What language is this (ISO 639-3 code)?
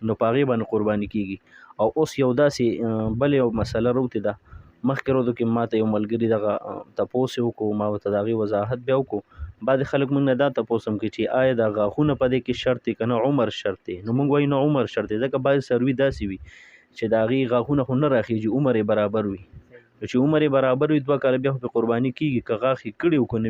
pus